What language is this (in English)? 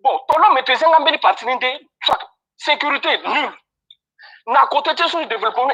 Sango